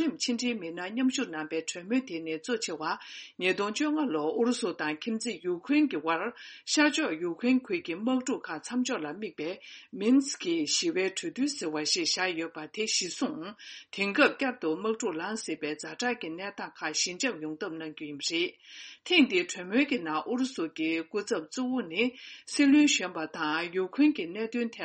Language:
Tibetan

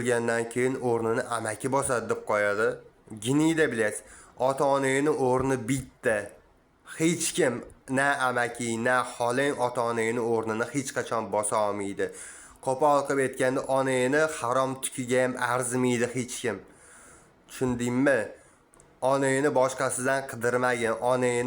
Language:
Uzbek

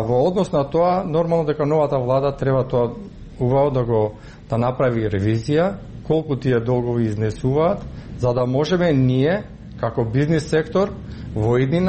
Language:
Macedonian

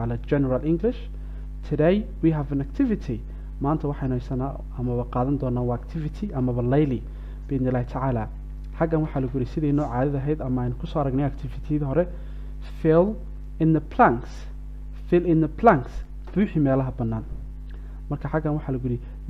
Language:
Somali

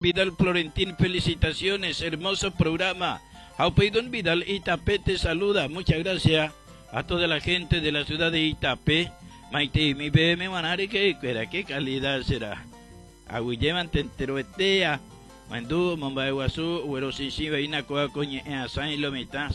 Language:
Guarani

